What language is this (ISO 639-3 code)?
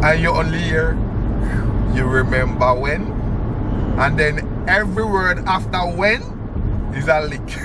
jam